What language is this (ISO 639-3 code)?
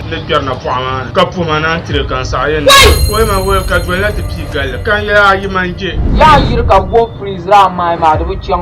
dag